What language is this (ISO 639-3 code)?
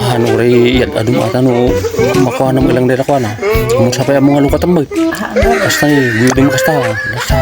ilo